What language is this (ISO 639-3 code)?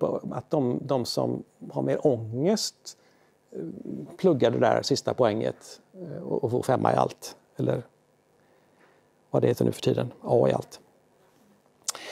swe